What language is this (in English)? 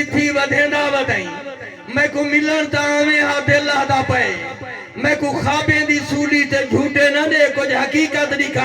Saraiki